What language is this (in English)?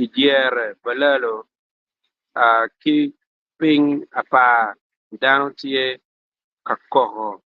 Acoli